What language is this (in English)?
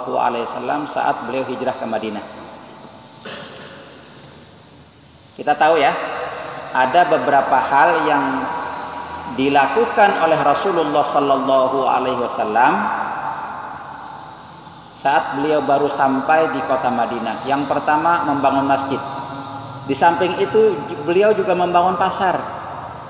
Indonesian